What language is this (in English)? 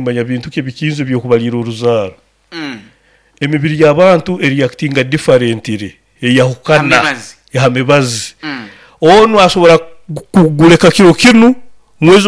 Nyoro